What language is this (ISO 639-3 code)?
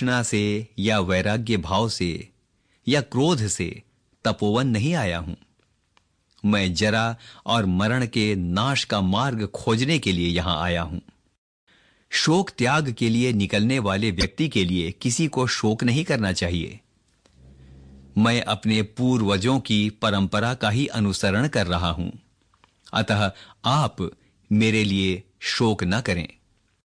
hin